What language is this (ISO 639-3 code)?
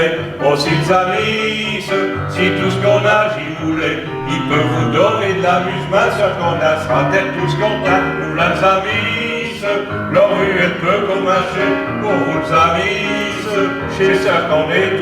pcd